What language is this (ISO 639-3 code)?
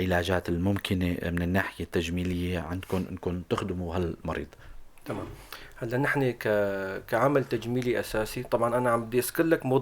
apc